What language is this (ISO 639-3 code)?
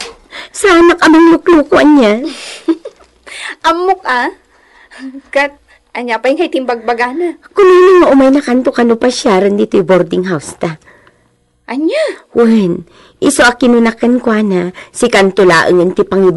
ilo